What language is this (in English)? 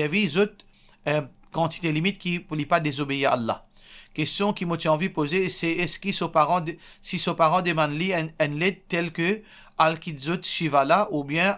Morisyen